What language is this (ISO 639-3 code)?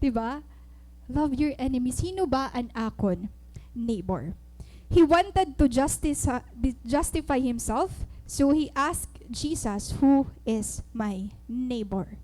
war